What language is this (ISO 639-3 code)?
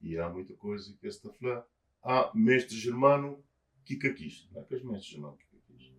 kea